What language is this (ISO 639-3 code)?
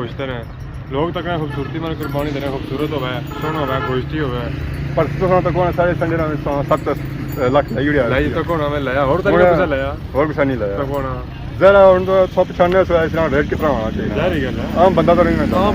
phr